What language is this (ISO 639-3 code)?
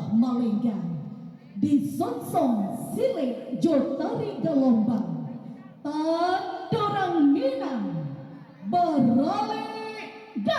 min